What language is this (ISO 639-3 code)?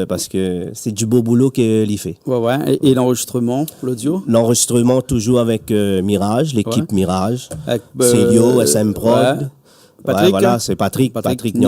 rcf